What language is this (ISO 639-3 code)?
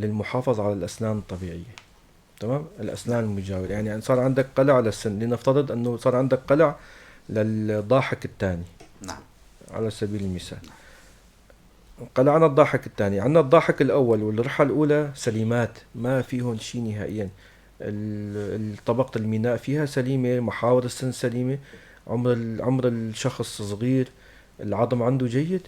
apc